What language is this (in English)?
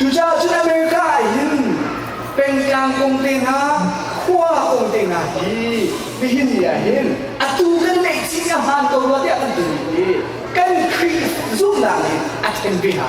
Hakha Chin